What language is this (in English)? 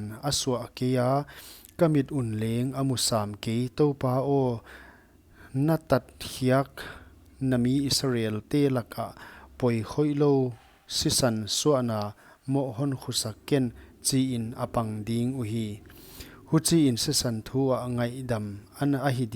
Paite Chin